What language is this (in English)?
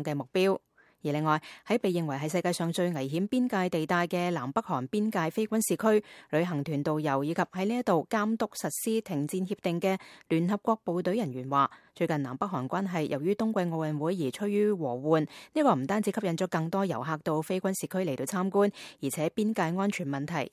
Cantonese